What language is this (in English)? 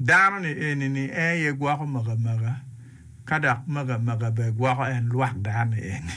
Acoli